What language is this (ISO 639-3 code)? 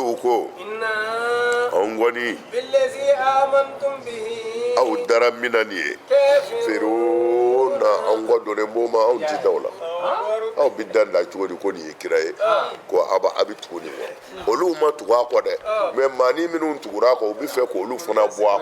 bam